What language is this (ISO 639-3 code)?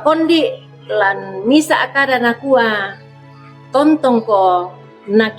sda